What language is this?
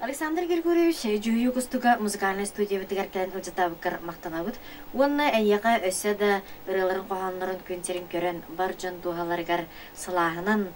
Yakut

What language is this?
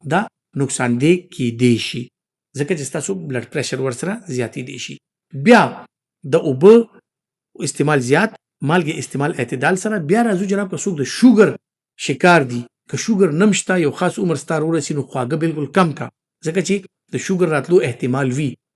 Pashto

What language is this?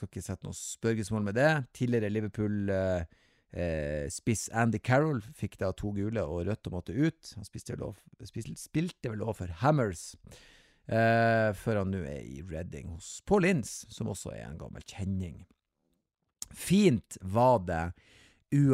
Norwegian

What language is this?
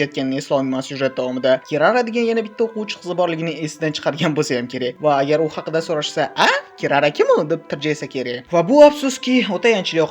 Uzbek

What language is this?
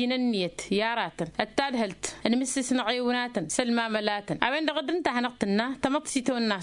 Tamasheq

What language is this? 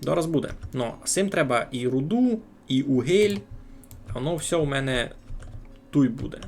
Rusyn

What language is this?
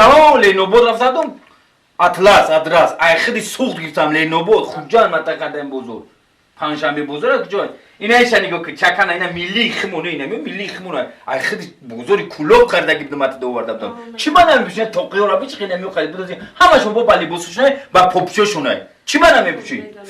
Tajik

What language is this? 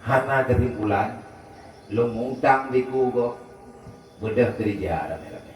Achinese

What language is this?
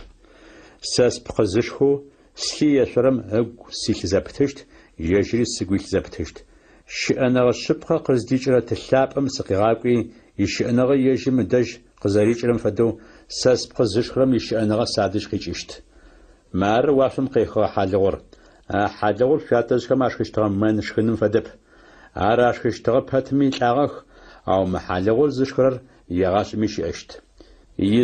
Adyghe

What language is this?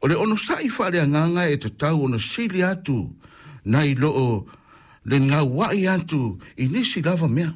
Samoan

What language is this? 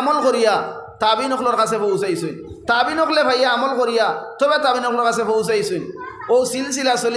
Sylheti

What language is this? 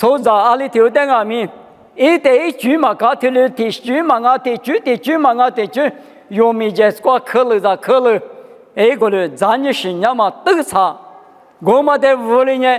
Lisu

